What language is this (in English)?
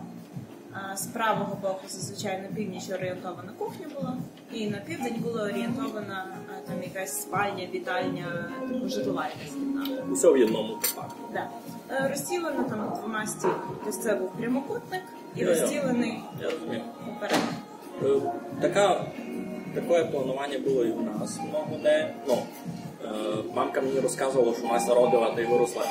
Rusyn